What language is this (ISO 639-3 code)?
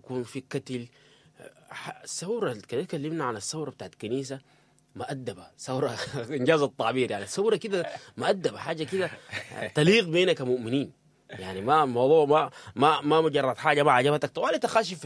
apd